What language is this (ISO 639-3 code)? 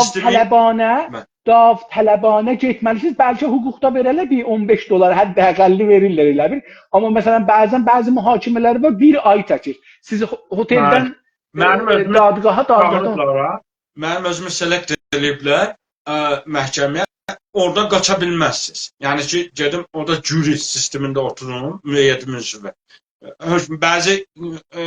azb